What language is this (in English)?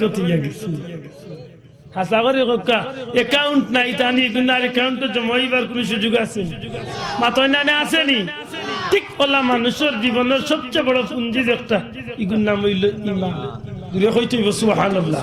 Sylheti